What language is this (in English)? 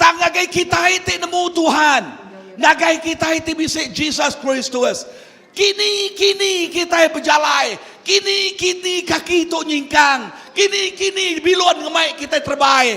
Iban